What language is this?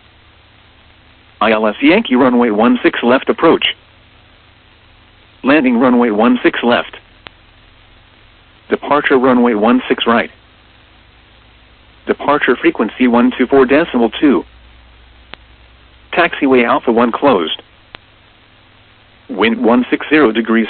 English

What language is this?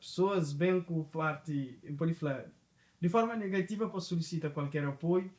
Kabuverdianu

